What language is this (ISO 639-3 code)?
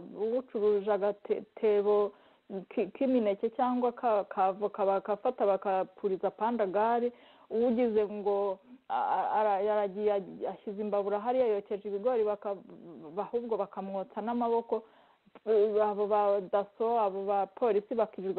kin